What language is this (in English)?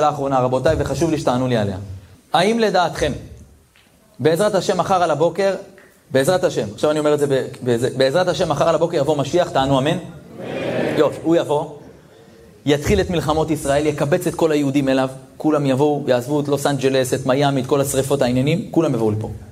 Hebrew